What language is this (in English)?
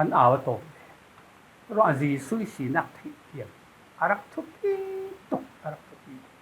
Falam Chin